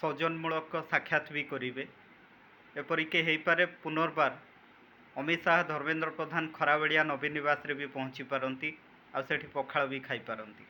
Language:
Odia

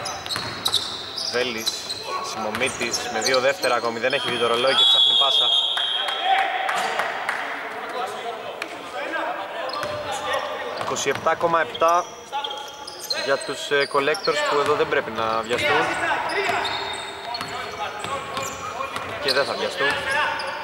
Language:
Greek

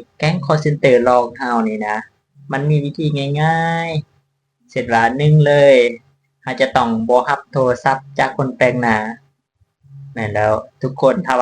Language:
Lao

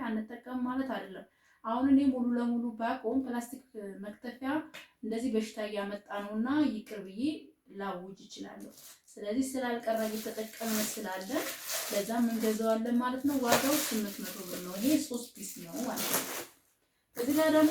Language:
Amharic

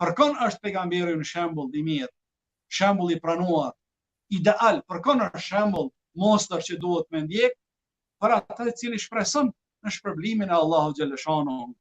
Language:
Albanian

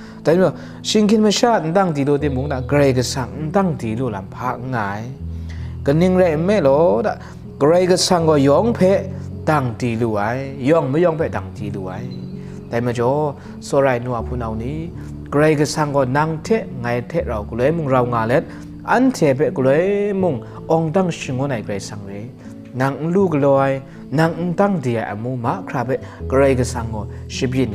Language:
Kachin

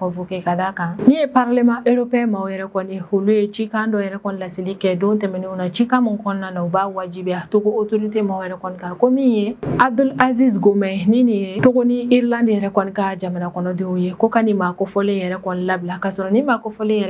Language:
Bambara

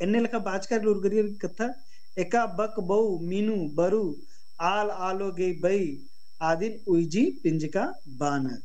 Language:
Kurukh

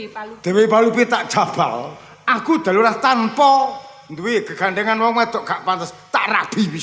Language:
Javanese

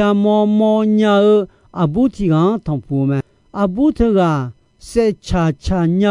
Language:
Akha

